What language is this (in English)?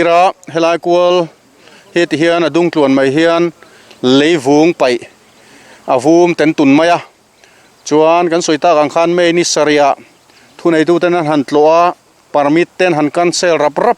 Mizo